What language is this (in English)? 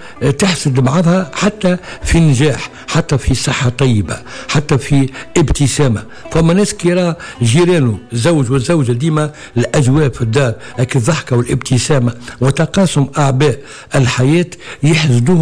Tunisian Arabic